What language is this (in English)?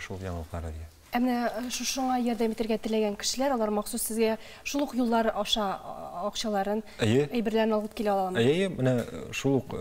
Tatar